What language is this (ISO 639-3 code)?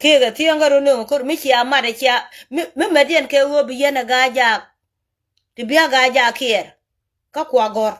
nus